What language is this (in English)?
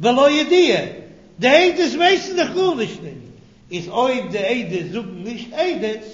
Yiddish